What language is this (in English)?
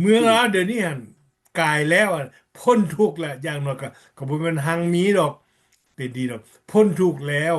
Lao